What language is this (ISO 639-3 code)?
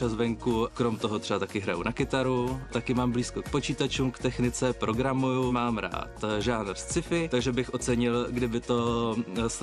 ces